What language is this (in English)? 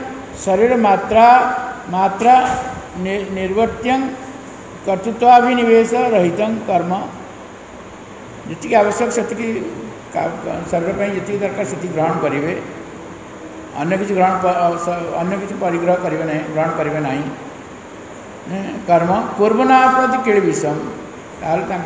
Odia